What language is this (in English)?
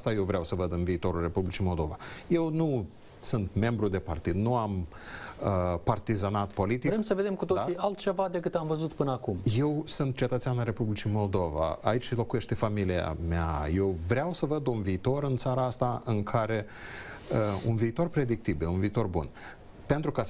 Romanian